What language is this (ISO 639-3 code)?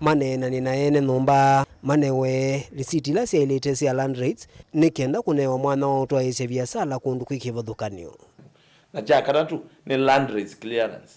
kam